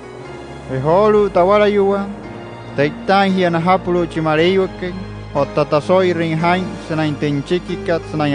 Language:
Wayuu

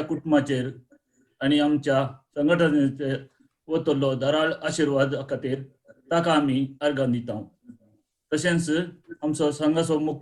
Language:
Konkani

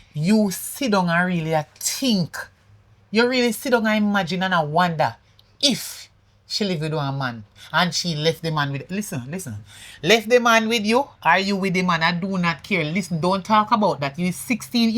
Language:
Jamaican Creole English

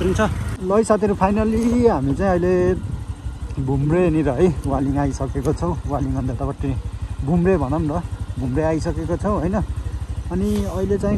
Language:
Nepali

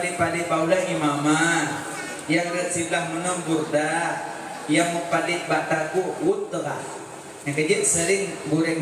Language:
Achinese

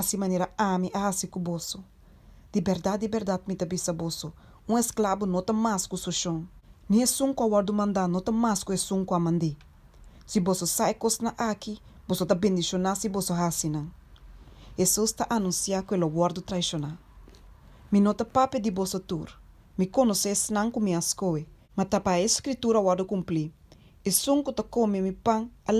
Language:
Papiamento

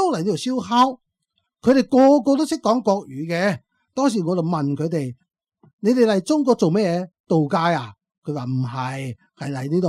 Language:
Cantonese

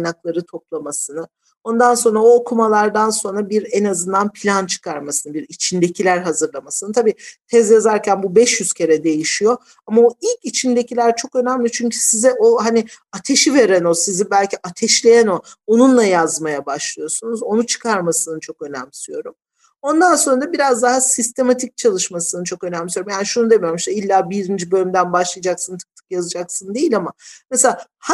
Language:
Turkish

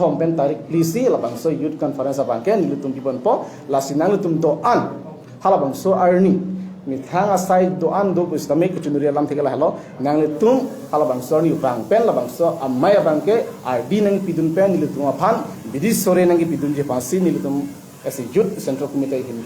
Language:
Karbi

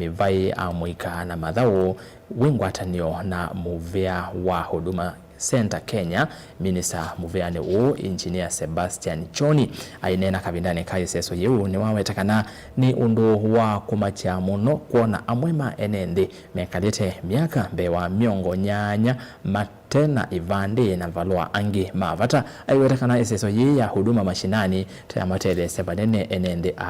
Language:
Kamba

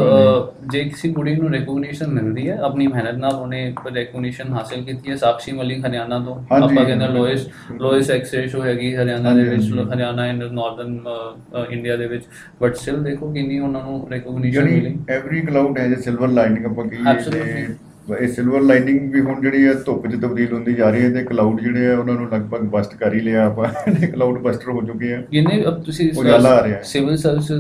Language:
Punjabi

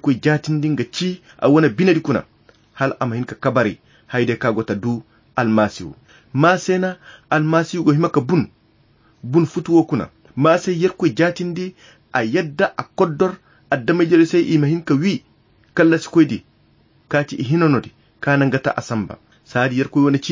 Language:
Koyra Chiini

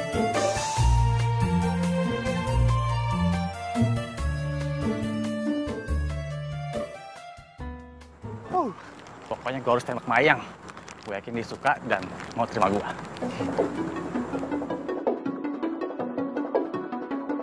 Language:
Indonesian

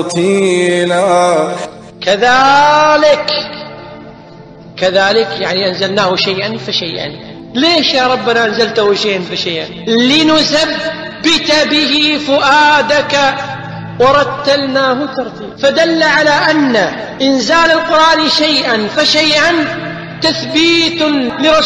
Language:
Arabic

